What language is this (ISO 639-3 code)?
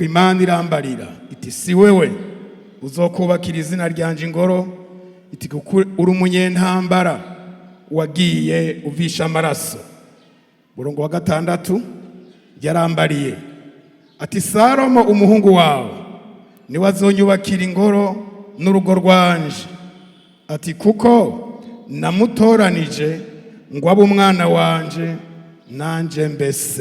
run